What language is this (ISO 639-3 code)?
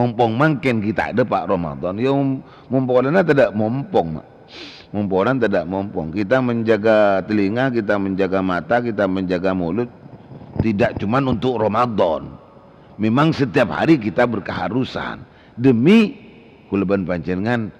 mad